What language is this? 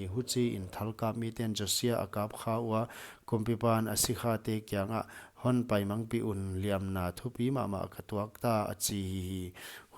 Paite Chin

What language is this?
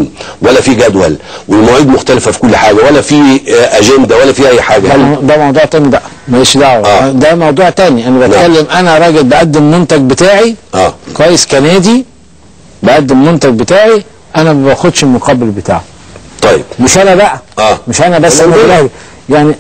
Egyptian Arabic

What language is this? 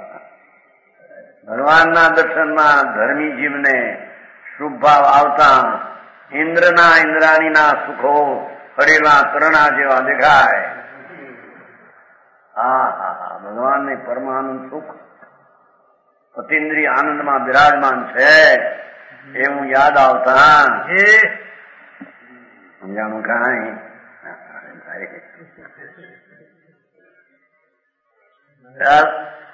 Gujarati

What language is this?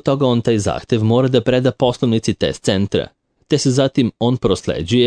Serbian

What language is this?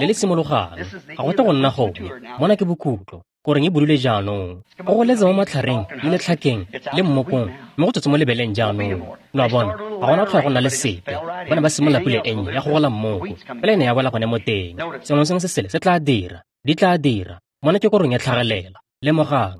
Tswana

